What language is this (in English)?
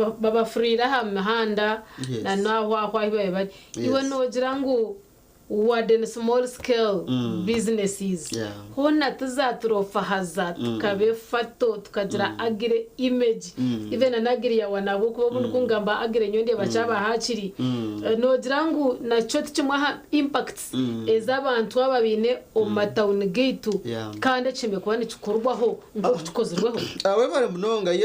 Nyankole